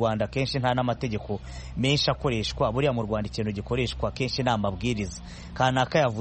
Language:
Kinyarwanda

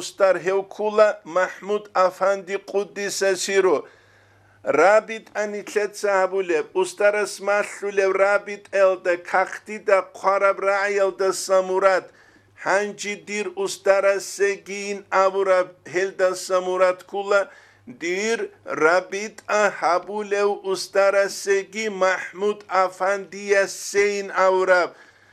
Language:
Avaric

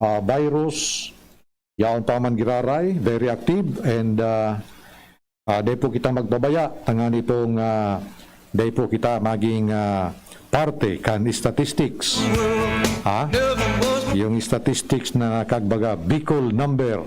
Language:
Bikol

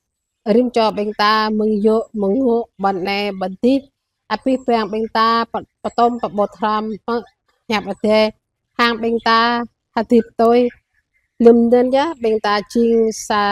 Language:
Jarai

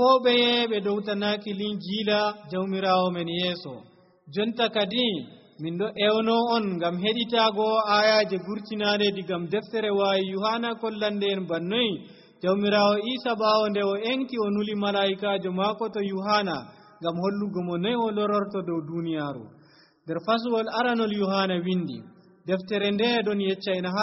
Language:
Nigerian Fulfulde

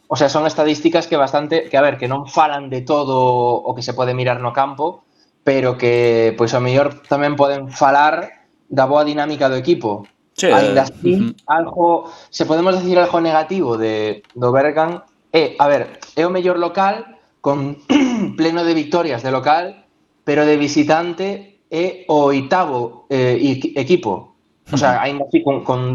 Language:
Galician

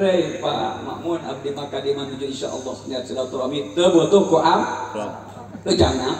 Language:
Sundanese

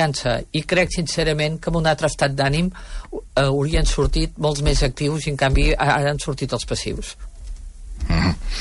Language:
Catalan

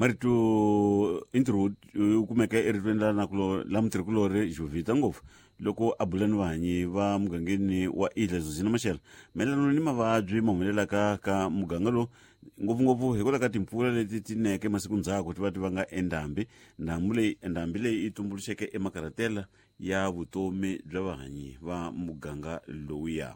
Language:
Tsonga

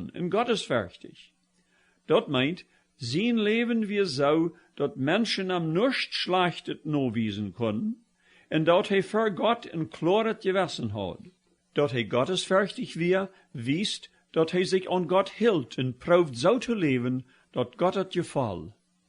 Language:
Plautdietsch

